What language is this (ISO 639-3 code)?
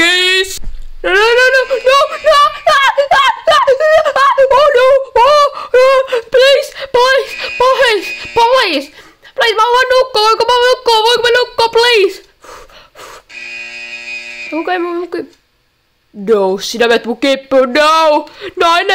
fin